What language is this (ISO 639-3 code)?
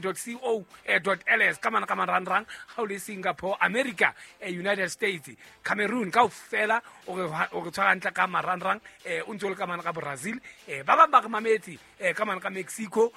sot